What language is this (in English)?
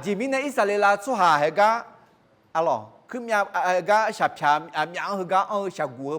Akha